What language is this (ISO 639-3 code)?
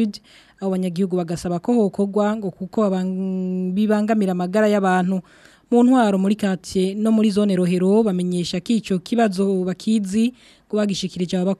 run